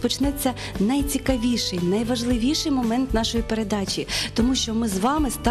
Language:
Ukrainian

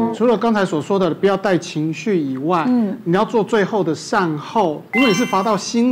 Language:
Chinese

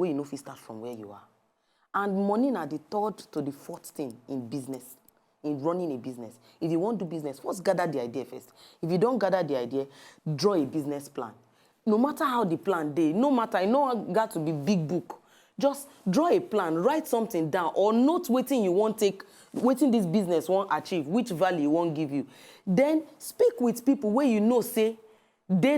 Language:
Nigerian Pidgin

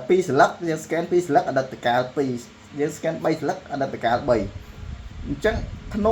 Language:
Khmer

